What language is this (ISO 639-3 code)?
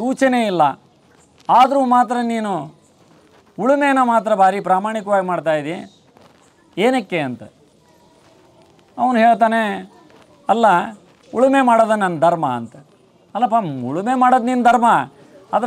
kan